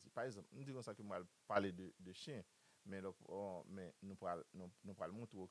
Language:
Haitian Creole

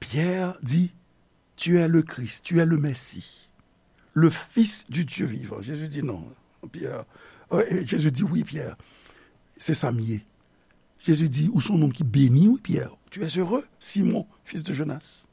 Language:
Haitian Creole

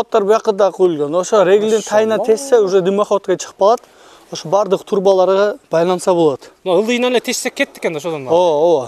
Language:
Kyrgyz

